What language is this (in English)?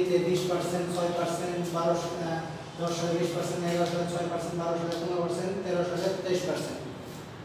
Bangla